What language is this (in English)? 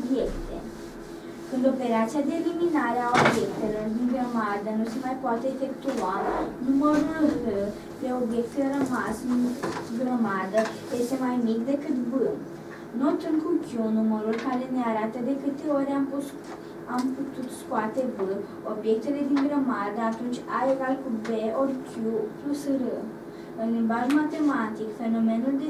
Romanian